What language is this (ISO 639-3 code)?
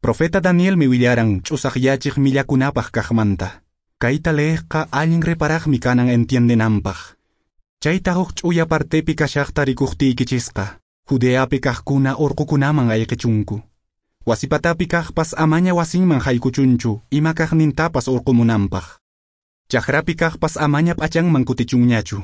que